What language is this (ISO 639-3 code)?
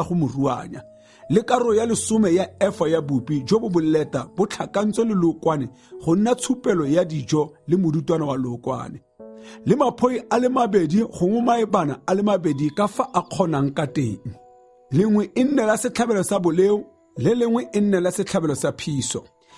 tsn